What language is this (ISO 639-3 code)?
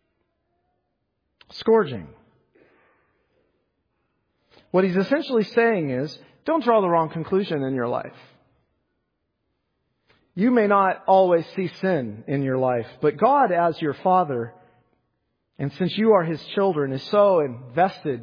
eng